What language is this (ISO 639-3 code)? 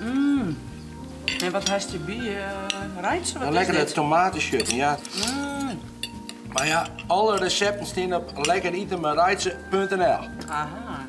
fry